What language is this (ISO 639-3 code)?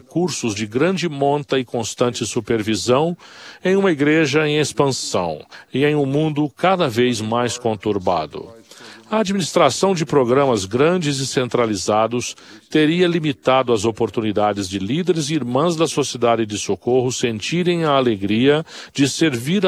por